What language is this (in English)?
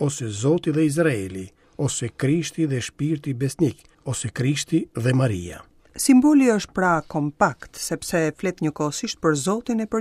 Albanian